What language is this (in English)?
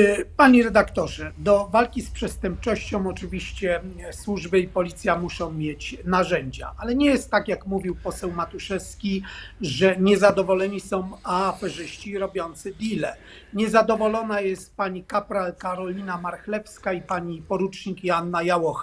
Polish